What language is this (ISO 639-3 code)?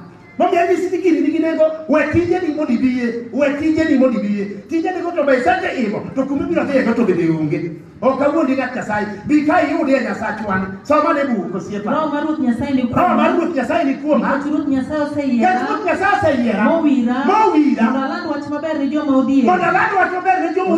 luo